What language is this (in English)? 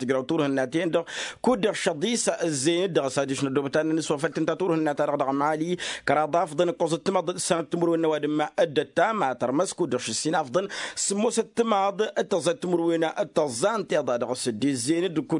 Tamasheq